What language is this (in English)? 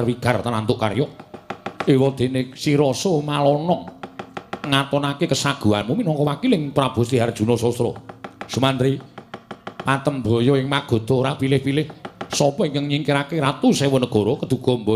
Javanese